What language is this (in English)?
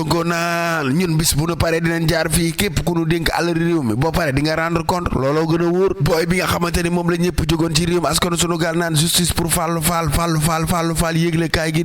Wolof